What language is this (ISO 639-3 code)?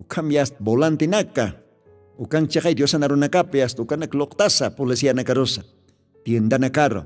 aym